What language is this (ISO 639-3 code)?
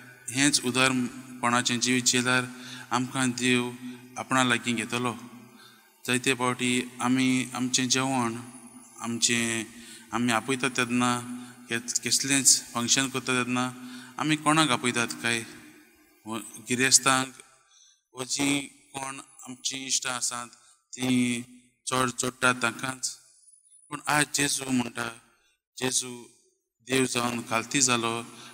kok